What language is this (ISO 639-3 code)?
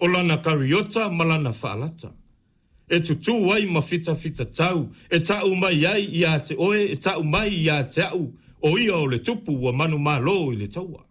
smo